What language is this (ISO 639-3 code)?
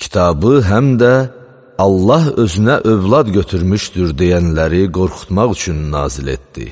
aze